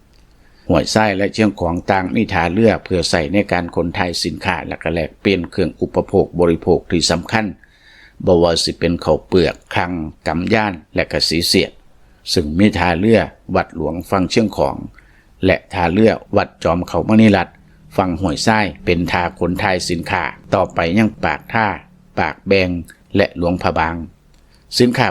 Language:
Lao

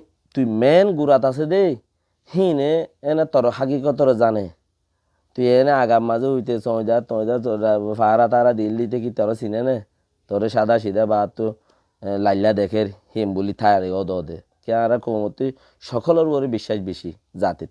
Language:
Rohingya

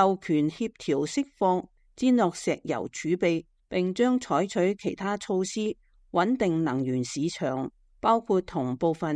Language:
Cantonese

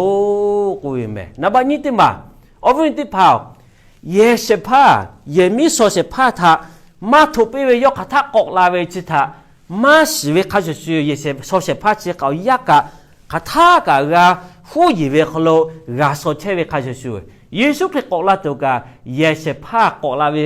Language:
Lahu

